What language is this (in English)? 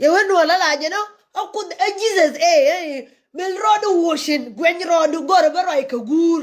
Nuer